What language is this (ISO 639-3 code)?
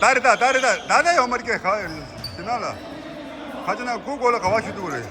bod